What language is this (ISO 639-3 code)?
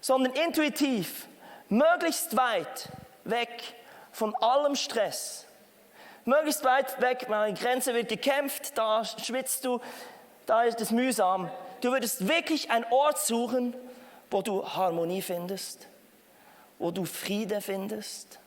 gsw